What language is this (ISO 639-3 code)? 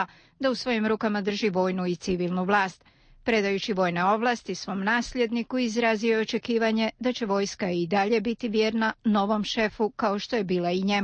bos